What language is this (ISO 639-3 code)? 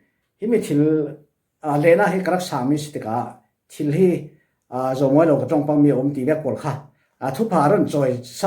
cfm